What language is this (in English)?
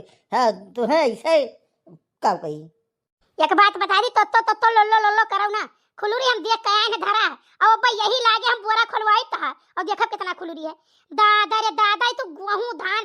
Awadhi